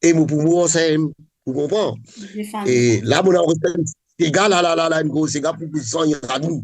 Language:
Morisyen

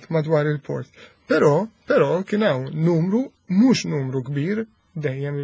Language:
Maltese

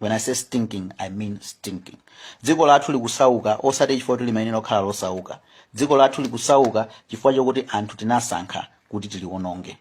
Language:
Nyanja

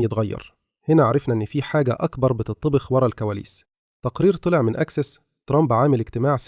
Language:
Egyptian Arabic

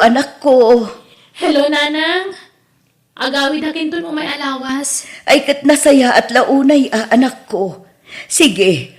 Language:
Iloko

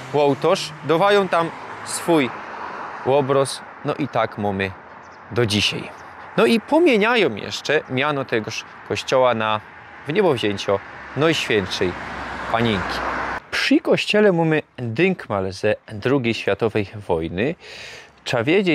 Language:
Silesian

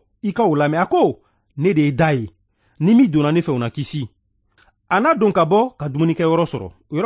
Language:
Bambara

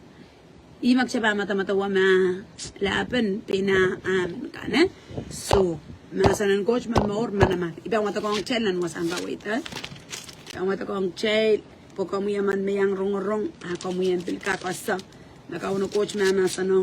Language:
Pohnpeian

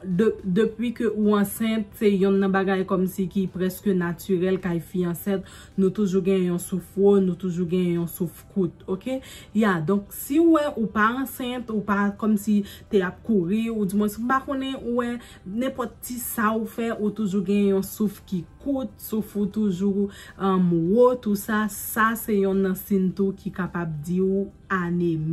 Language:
Haitian Creole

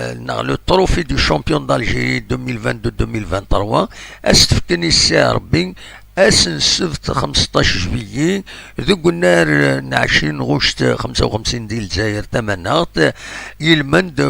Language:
Kabyle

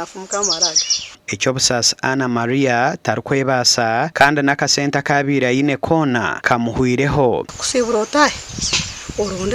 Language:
Nyankole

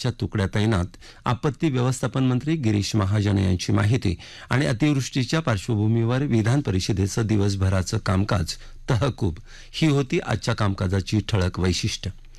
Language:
Marathi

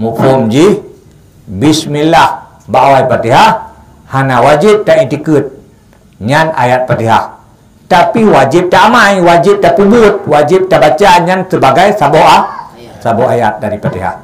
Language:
Achinese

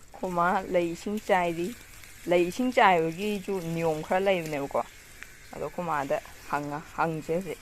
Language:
Manipuri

